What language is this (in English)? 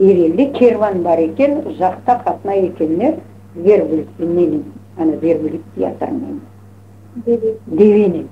Crimean Tatar